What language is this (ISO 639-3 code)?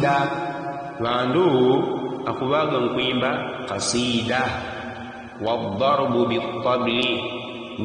yao